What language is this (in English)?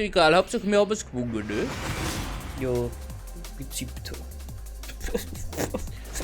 Bavarian